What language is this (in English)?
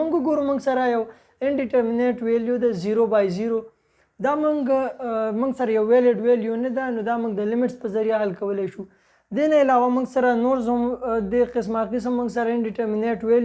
Pashto